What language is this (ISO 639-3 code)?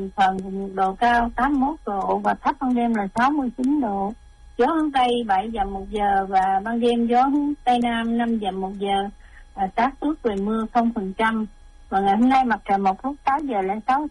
vie